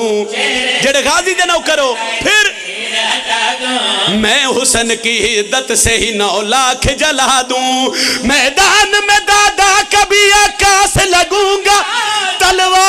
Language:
Pahari-Potwari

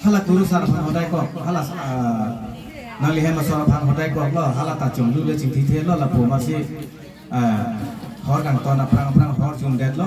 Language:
Karbi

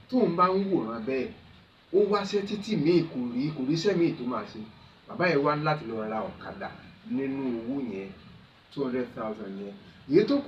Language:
Yoruba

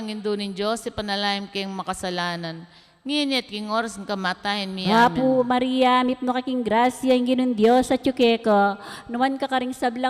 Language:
Pampanga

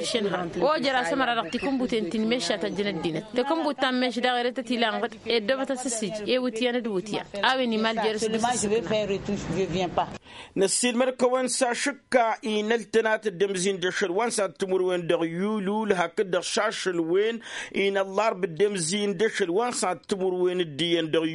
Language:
Tamasheq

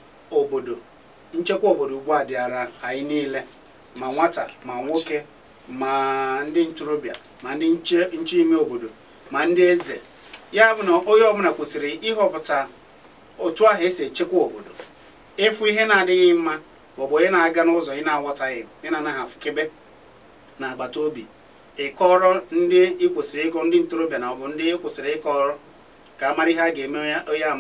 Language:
Igbo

